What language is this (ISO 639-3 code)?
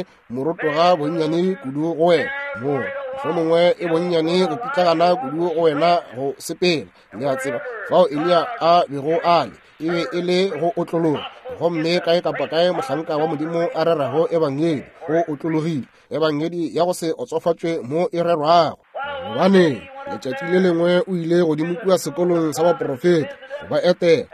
nso